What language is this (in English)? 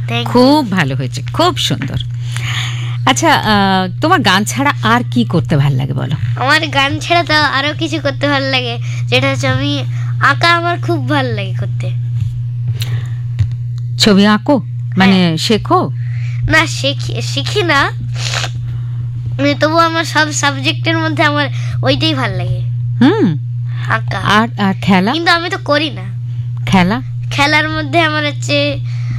Bangla